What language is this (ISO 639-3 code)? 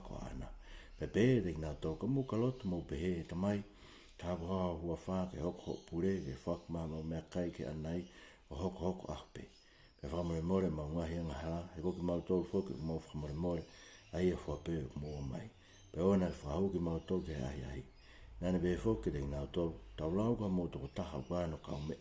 ton